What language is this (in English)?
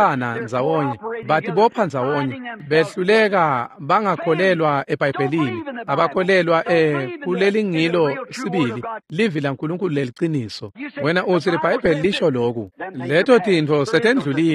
Swati